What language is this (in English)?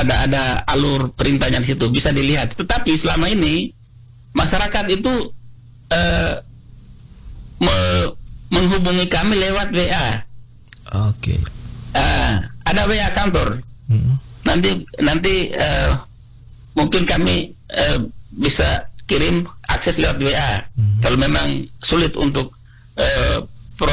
Indonesian